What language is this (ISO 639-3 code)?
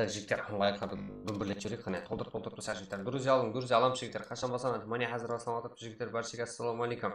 kaa